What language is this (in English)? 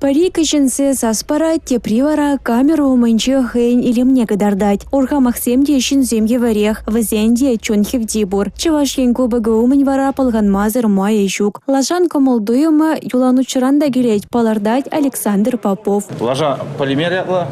Chuvash